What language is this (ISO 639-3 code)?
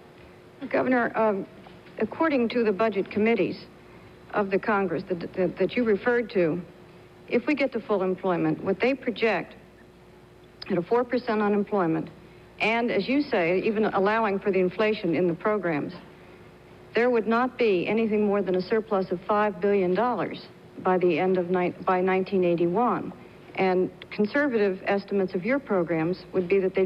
eng